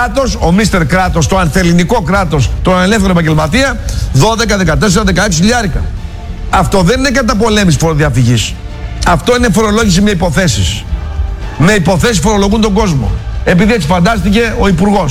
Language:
Greek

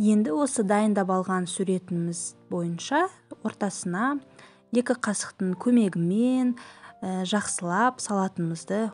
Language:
Kazakh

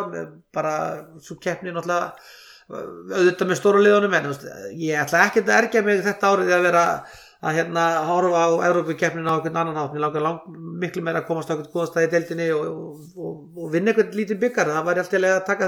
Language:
Icelandic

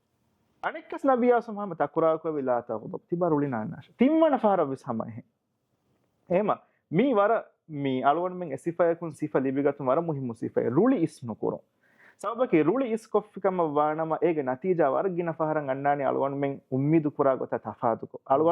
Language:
Divehi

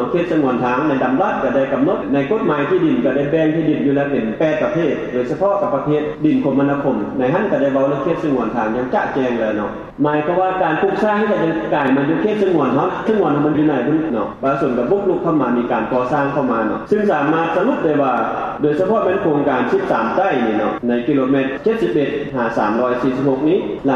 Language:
Lao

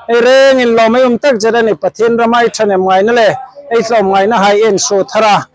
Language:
Hmar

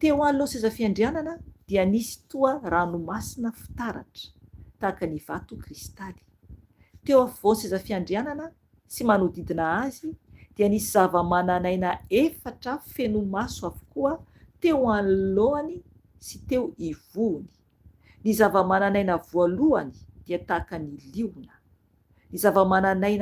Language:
Malagasy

